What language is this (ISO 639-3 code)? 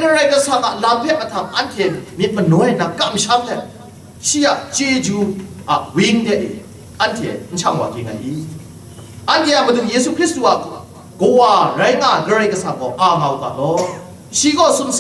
kac